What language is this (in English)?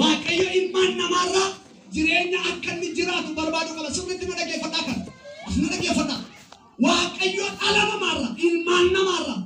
Oromo